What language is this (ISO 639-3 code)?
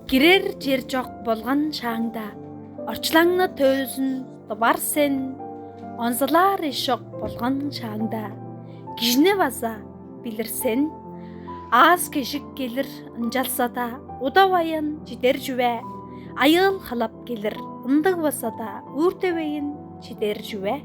tyv